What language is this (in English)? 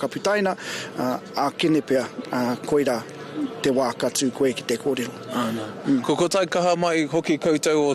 Māori